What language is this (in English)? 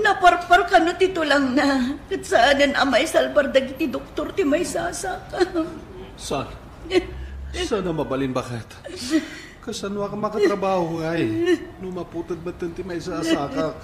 Iloko